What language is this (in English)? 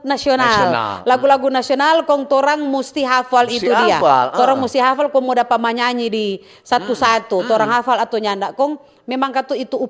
Manado Malay